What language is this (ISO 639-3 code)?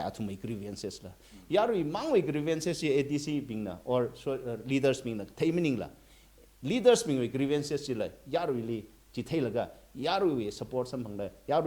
nmf